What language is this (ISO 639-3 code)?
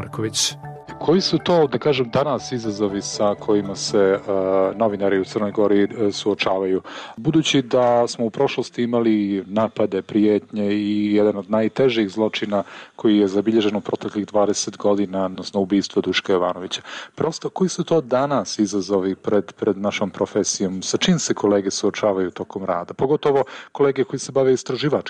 srp